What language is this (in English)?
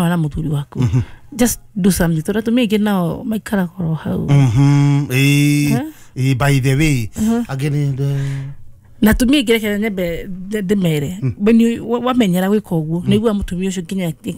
Kikuyu